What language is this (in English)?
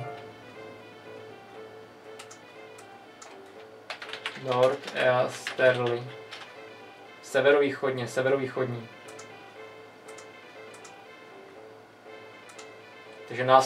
Czech